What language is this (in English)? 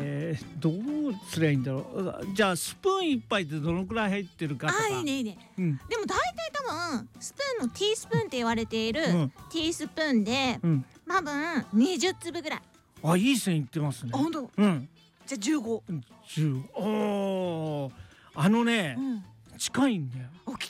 Japanese